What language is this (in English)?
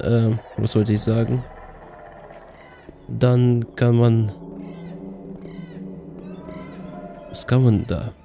German